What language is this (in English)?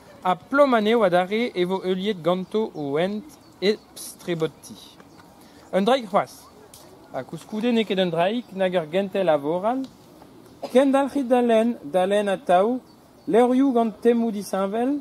Breton